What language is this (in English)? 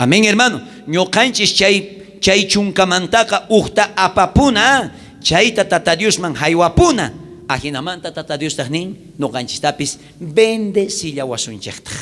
South Bolivian Quechua